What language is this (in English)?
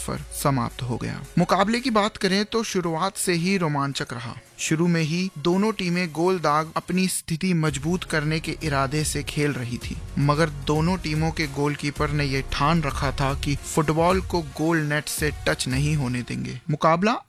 Hindi